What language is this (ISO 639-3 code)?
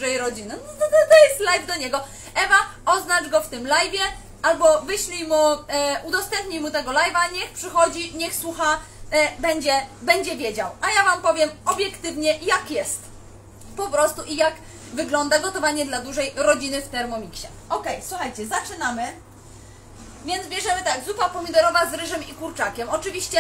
pol